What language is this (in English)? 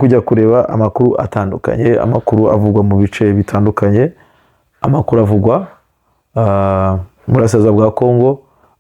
Kinyarwanda